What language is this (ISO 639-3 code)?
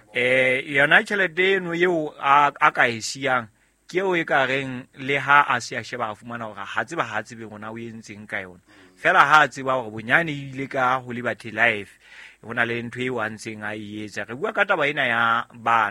sot